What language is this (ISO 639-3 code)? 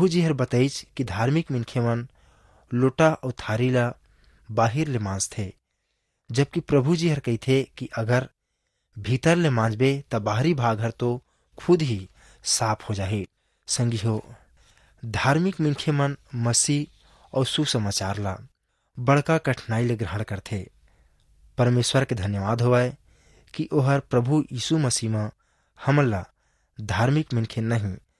hne